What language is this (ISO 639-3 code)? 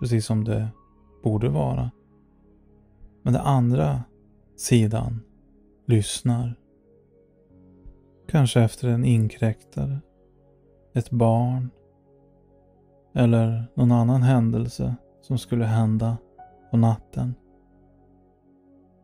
swe